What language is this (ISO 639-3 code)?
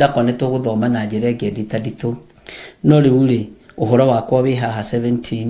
kik